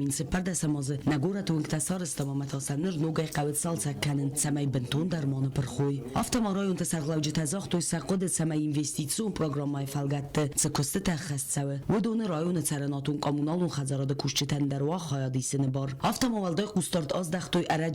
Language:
Ossetic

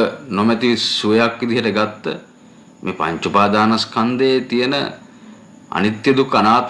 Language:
Sinhala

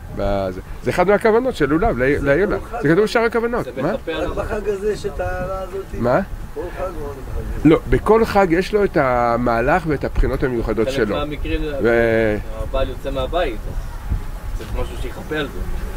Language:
Hebrew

